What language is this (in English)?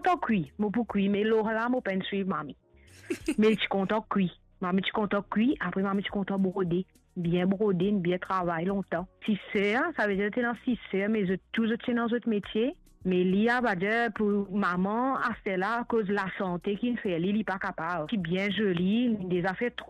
Morisyen